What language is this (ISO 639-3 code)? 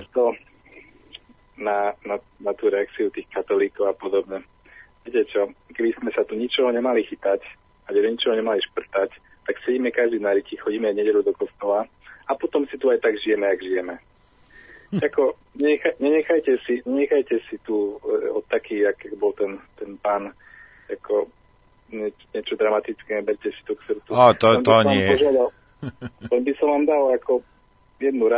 slk